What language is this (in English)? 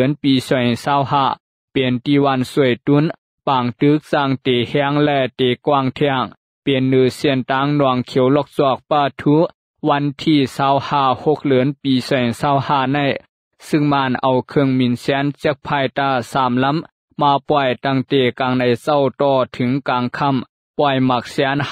Shan